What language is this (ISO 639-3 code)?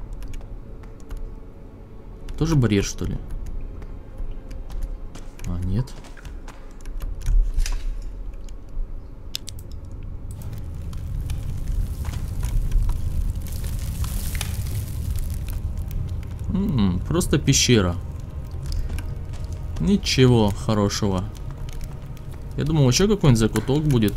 rus